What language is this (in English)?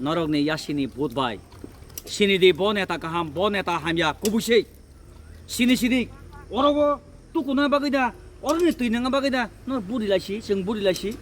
Kok Borok